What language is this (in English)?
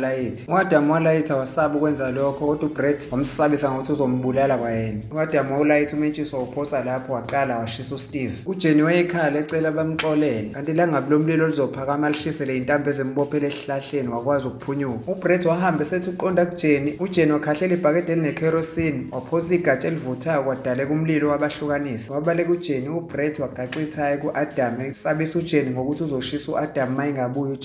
Zulu